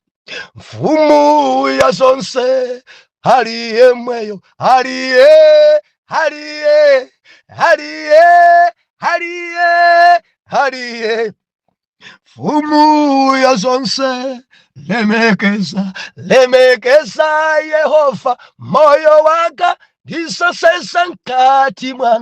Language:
Nyanja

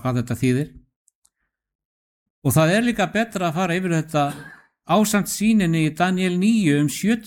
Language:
Icelandic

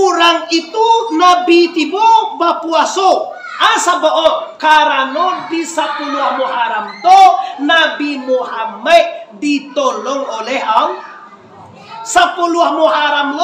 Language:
Minangkabau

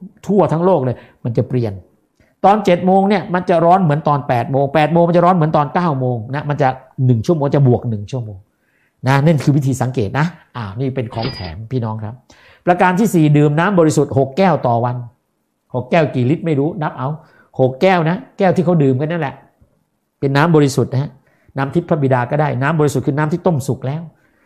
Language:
Thai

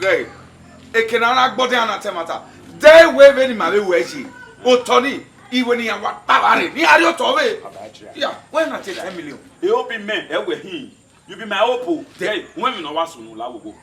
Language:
Bini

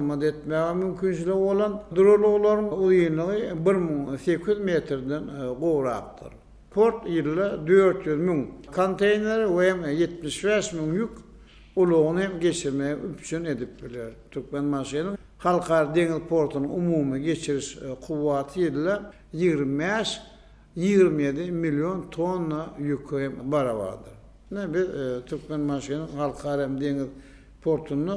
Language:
Turkmen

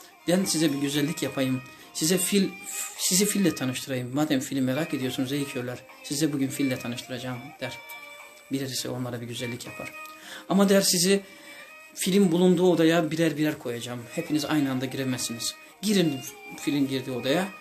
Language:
Turkish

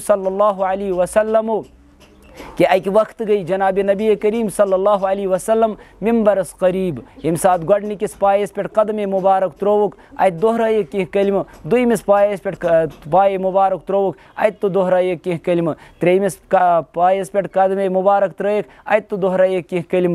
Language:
Kashmiri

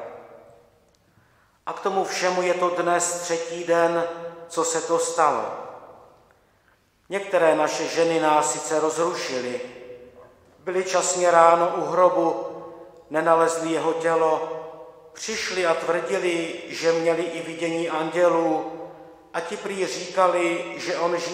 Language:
Czech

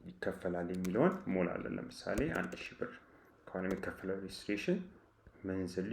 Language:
Amharic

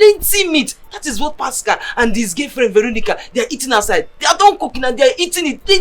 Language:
Nigerian Pidgin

